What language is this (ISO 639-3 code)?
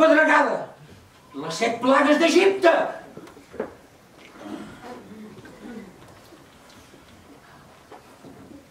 cat